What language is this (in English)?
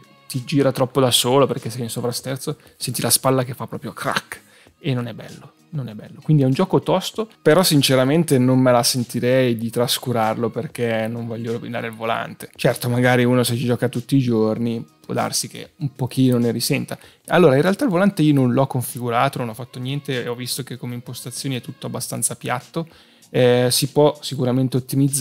Italian